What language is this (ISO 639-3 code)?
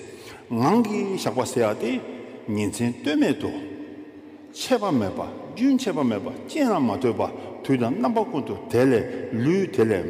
bod